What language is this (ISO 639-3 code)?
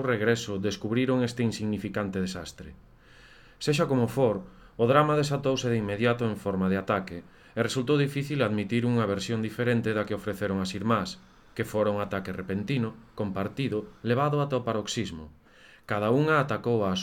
glg